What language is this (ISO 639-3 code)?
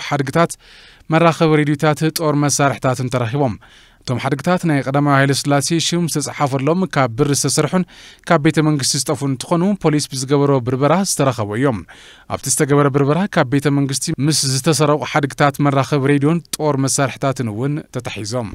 tir